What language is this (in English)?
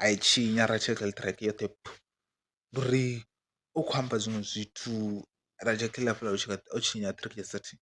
Venda